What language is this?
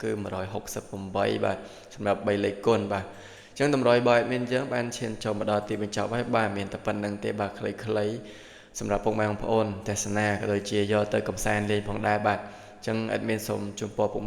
Khmer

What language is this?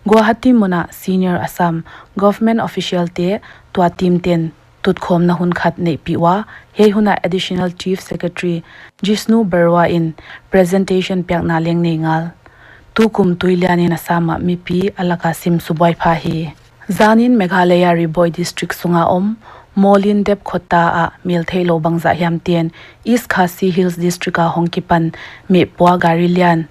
Paite Chin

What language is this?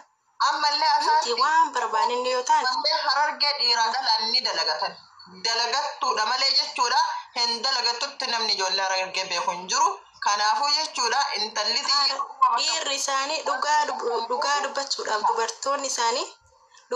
Oromo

